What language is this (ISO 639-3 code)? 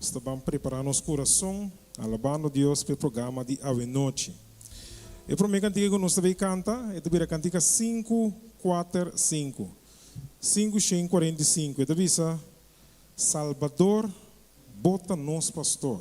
pap